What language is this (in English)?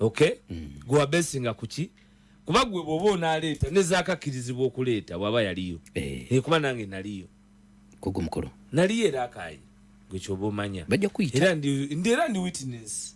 Ganda